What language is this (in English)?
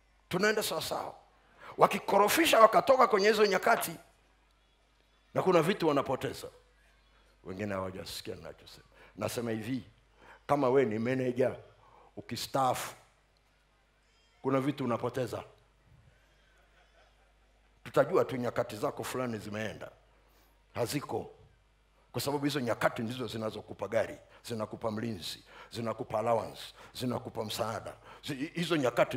Swahili